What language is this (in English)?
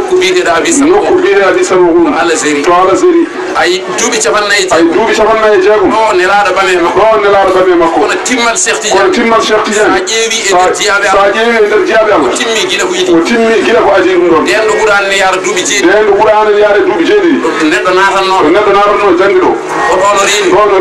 Fula